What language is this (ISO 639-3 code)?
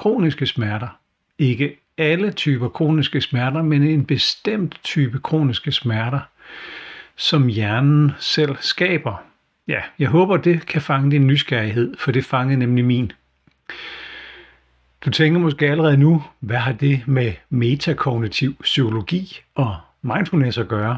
dan